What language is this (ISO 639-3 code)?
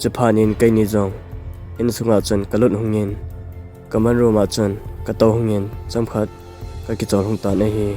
tcz